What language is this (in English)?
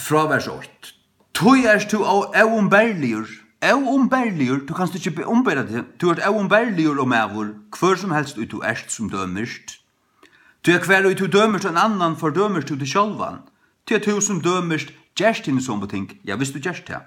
Faroese